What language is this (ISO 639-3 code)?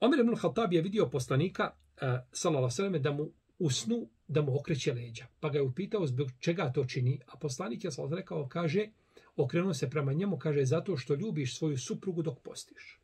bos